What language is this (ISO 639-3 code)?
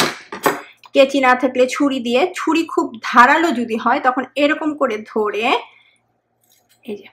ben